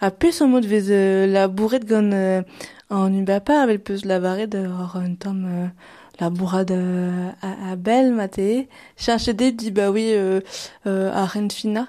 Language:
Breton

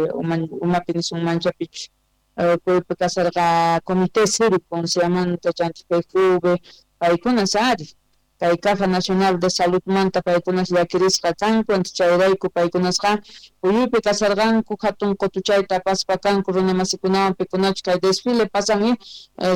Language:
Quechua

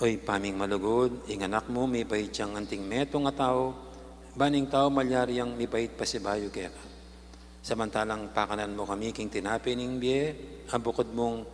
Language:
Pampanga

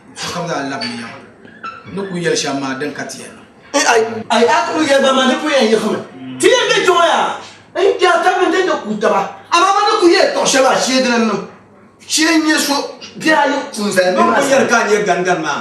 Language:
Dagbani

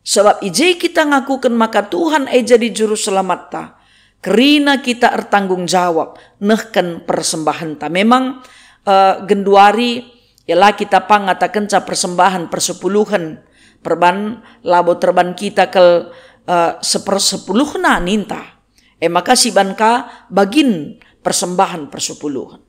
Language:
Batak Karo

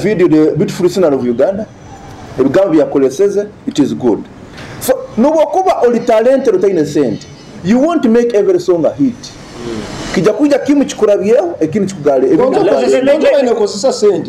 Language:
Nyoro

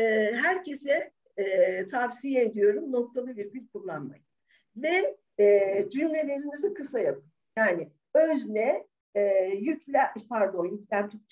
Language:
Turkish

